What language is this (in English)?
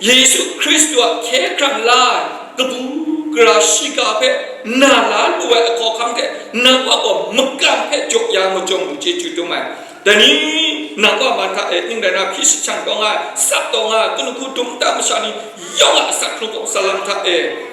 Kachin